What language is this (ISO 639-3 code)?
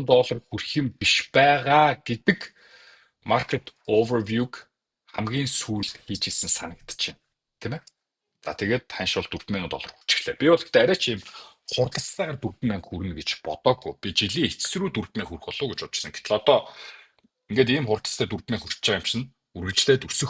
mon